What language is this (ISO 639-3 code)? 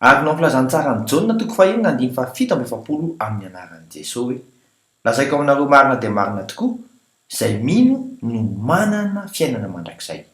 mlg